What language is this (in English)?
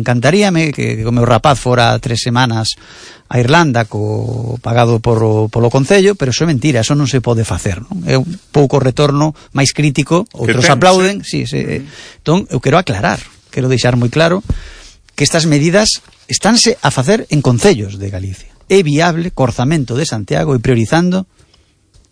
Galician